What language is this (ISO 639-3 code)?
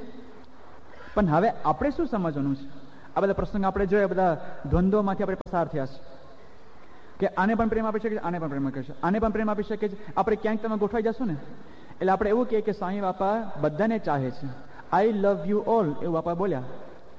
guj